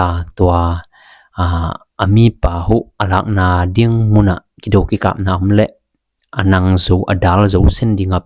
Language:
Tedim Chin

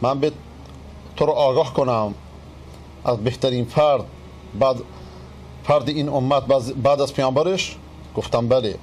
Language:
Persian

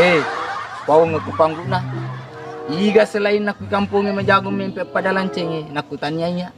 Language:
Buginese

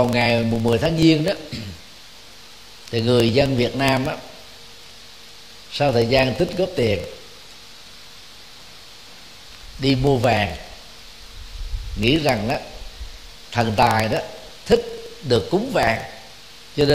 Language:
Vietnamese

